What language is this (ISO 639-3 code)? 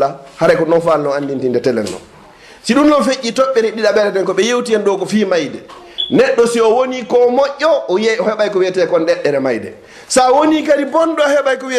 ful